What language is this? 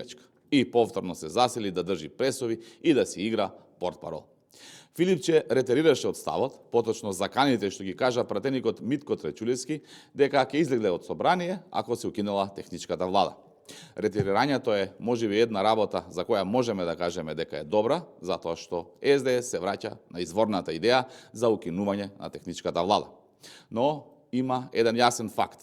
Macedonian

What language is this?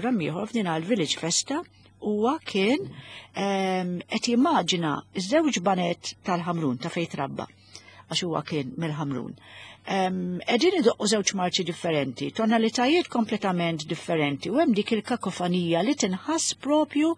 Maltese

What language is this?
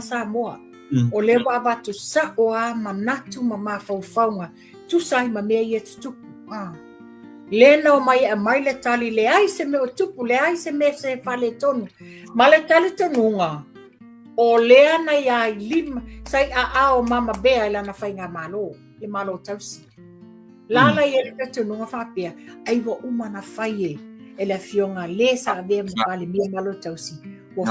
Samoan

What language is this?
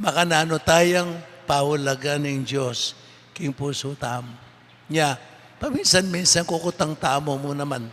Pampanga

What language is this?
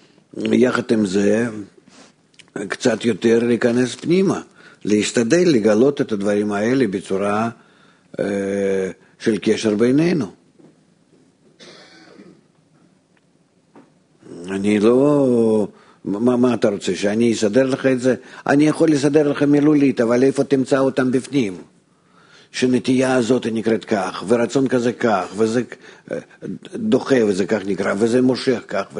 Hebrew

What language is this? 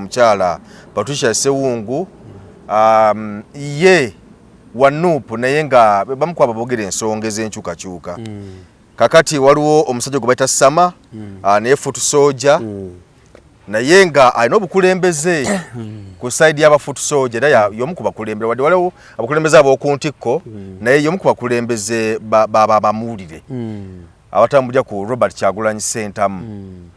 Ganda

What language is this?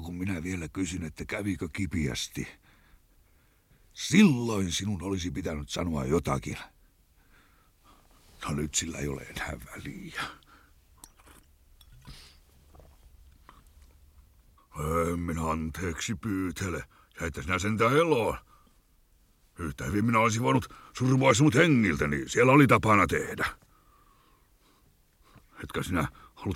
Finnish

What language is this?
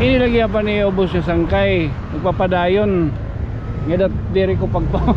Waray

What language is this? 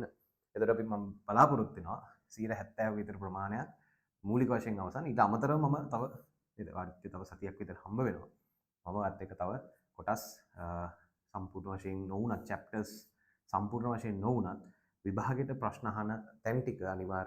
Sinhala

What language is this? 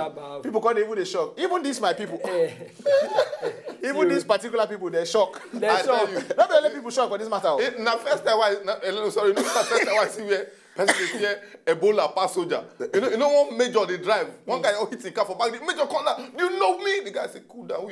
Nigerian Pidgin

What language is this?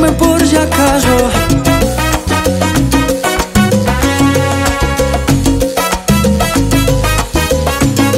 Spanish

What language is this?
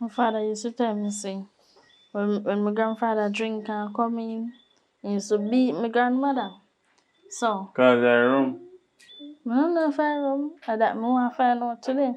Jamaican Creole English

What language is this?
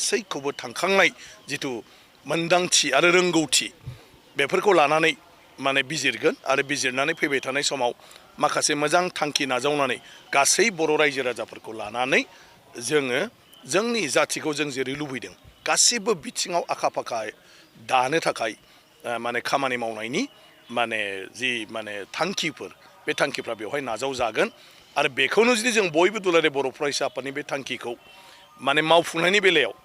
Bodo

